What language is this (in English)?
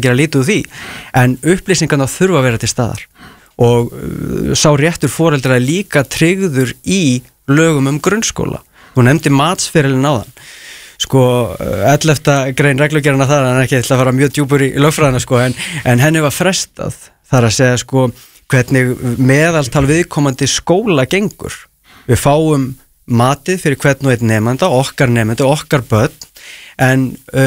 Icelandic